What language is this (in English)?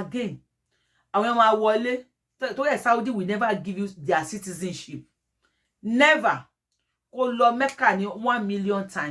Yoruba